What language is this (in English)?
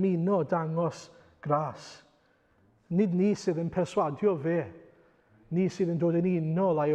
Welsh